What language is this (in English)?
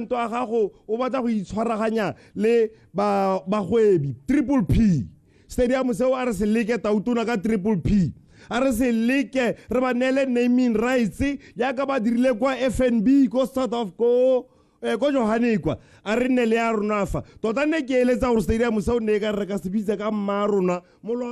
Tswana